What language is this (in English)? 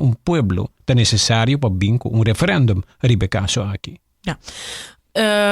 Papiamento